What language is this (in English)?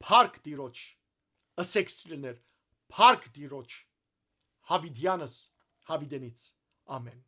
Western Armenian